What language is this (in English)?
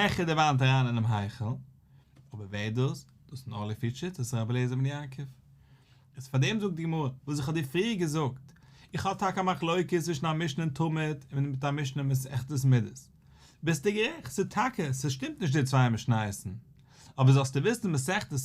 Yiddish